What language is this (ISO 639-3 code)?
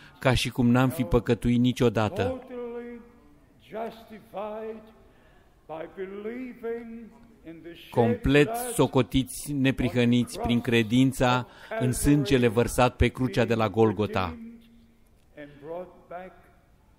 ron